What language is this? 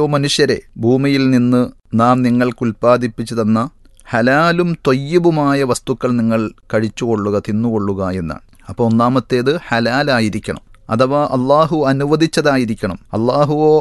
Malayalam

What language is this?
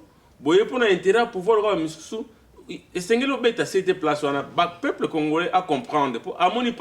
Lingala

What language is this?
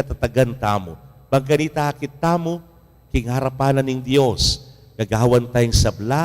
Pampanga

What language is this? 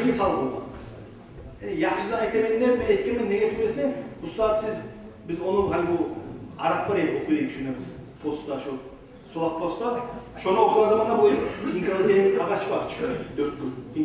Kumyk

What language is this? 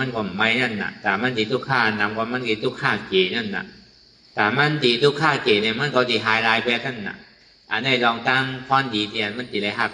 Shan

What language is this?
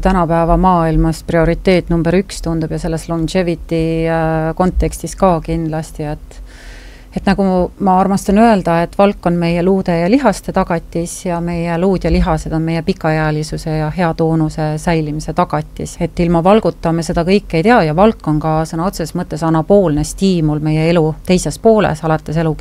Estonian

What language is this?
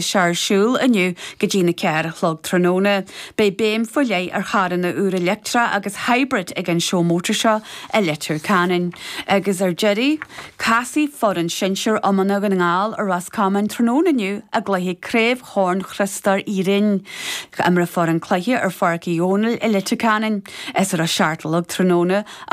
Irish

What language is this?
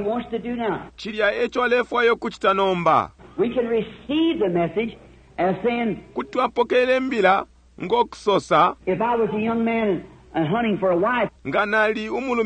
Bemba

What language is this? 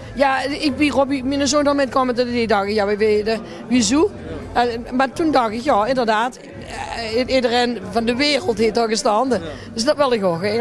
Limburgish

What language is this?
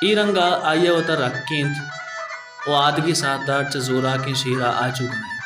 Baluchi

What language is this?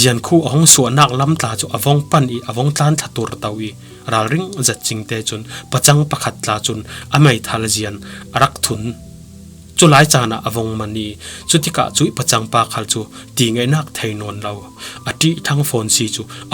Falam Chin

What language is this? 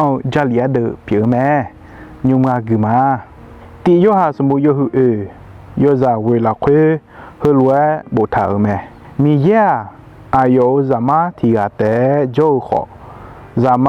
Akha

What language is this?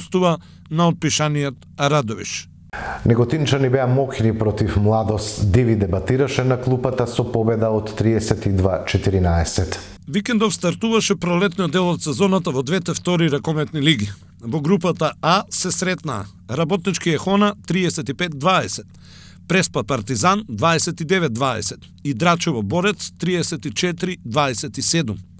Macedonian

